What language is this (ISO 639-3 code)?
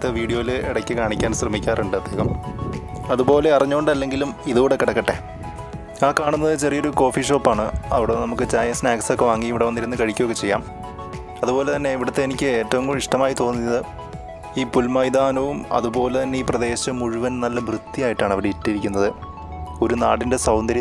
mal